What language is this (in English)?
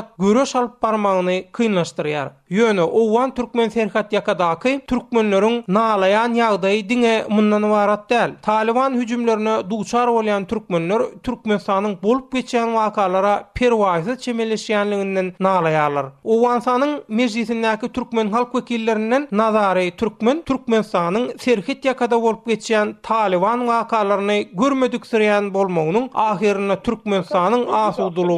Turkmen